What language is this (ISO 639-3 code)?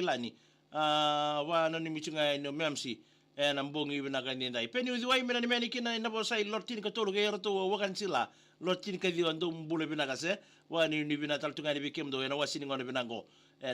fij